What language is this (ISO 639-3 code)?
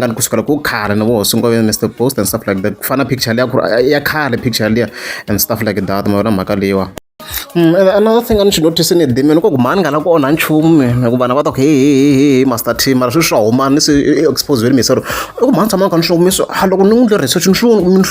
tso